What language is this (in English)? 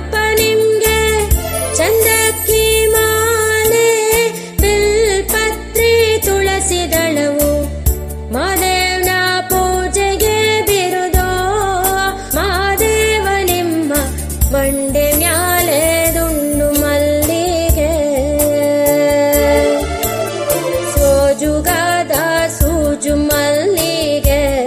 Kannada